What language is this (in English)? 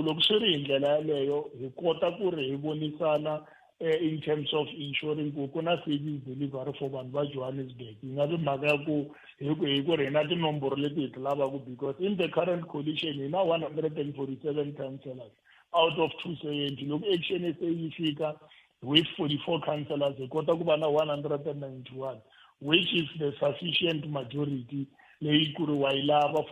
Tsonga